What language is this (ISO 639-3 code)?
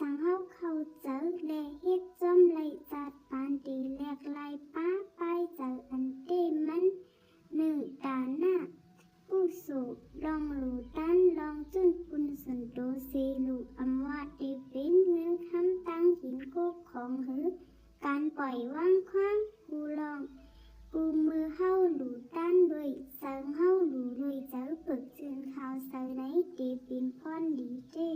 shn